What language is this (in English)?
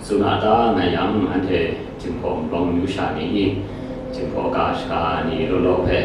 Kachin